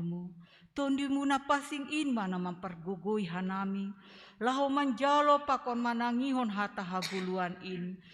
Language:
Batak Simalungun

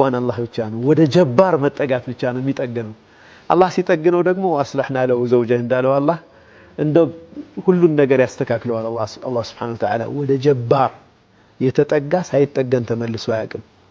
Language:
Amharic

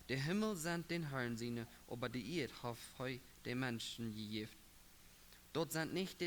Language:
Plautdietsch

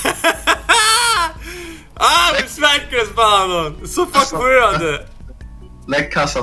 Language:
Faroese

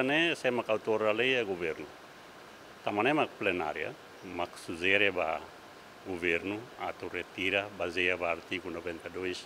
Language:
Tetum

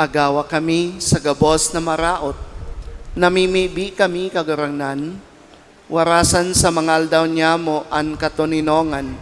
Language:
Bikol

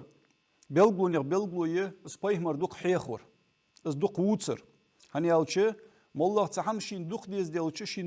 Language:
Ingush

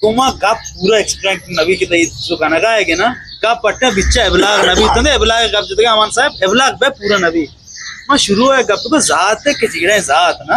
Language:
Eastern Balochi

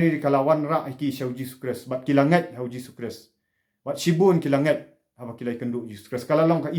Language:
Khasi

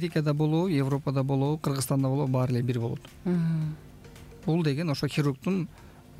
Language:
Kyrgyz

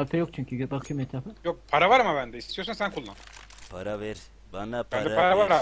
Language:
Turkish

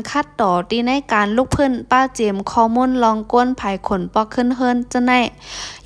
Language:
Shan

